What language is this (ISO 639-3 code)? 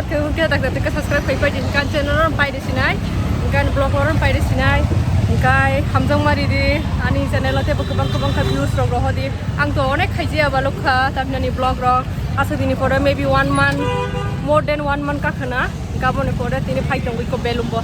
trp